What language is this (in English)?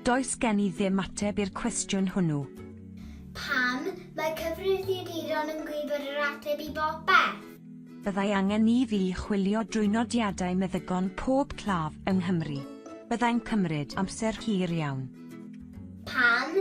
Welsh